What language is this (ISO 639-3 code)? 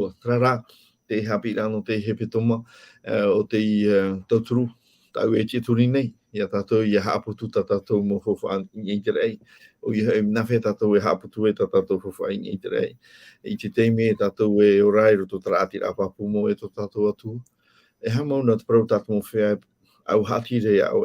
tah